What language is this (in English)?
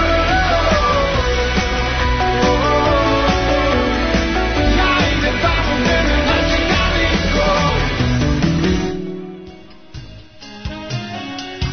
Serbian